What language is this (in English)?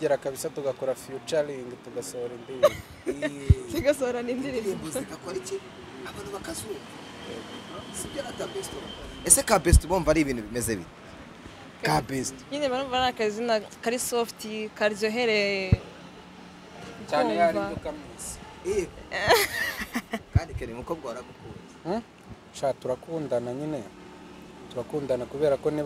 Kinyarwanda